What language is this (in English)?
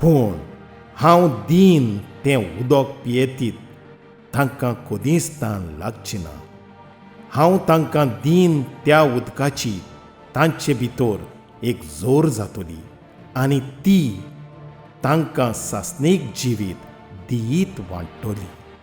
Konkani